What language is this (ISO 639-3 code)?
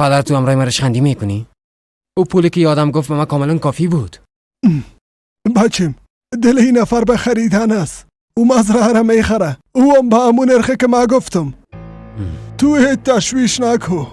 fas